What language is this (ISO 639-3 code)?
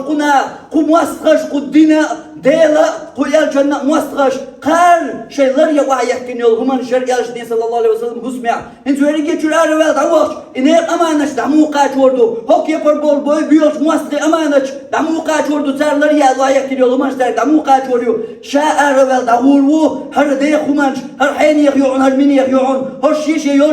che